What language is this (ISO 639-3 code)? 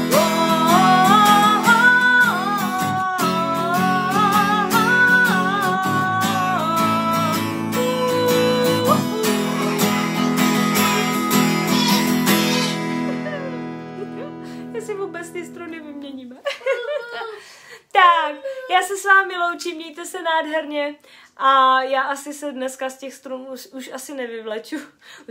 ces